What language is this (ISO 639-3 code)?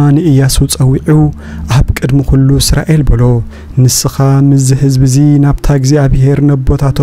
tir